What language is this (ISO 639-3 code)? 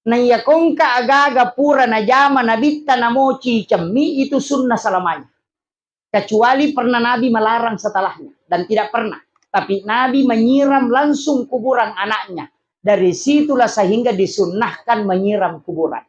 bug